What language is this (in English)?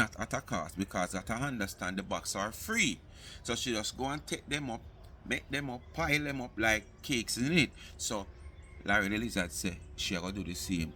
Jamaican Creole English